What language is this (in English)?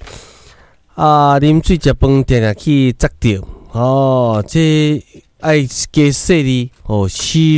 Min Nan Chinese